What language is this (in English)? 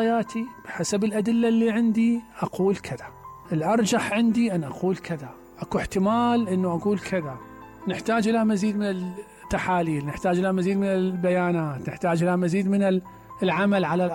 Mesopotamian Arabic